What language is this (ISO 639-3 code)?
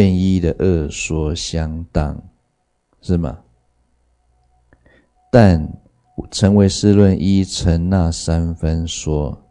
zho